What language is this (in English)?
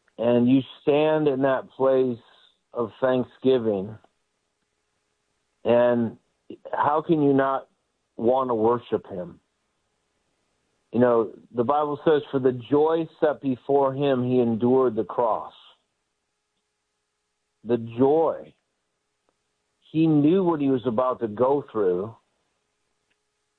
English